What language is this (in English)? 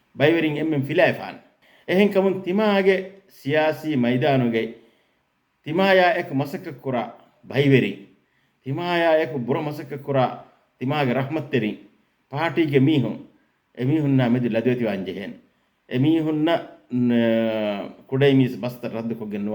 Divehi